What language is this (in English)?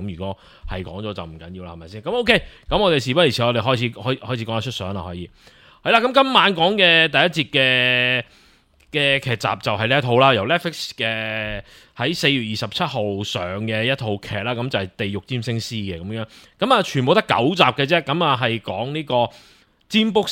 Cantonese